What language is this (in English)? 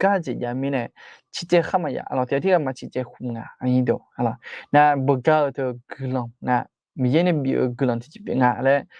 Akha